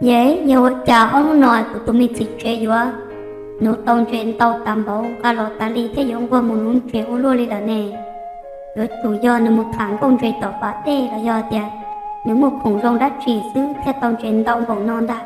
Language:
Hmong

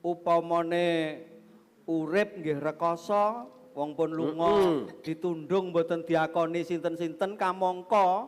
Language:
Javanese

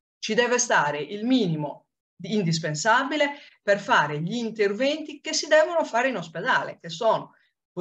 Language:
Italian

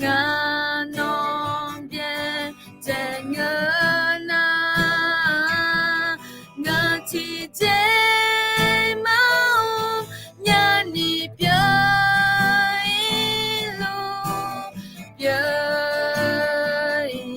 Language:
Akha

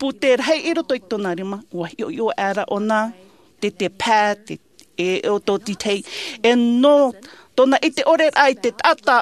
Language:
Tahitian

